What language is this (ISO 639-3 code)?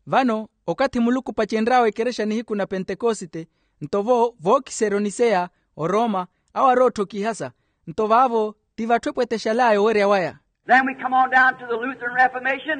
vmw